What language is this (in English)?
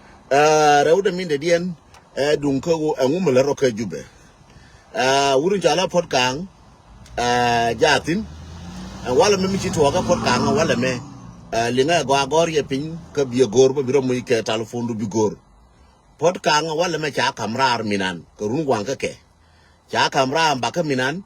Nuer